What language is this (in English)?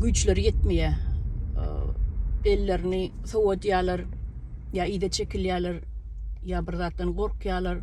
Turkmen